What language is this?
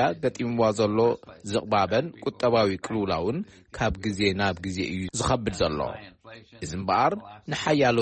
Tigrinya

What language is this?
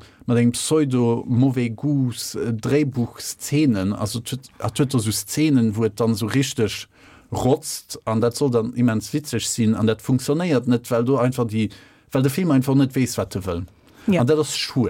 Luxembourgish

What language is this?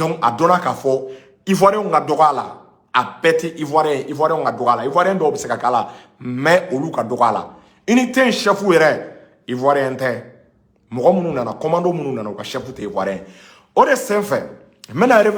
Bambara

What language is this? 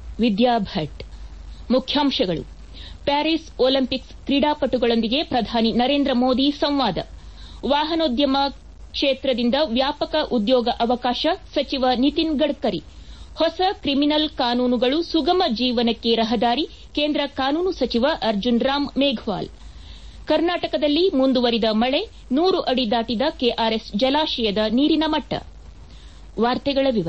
Kannada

